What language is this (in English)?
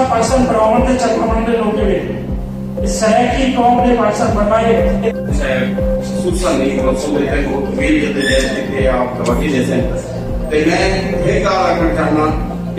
Saraiki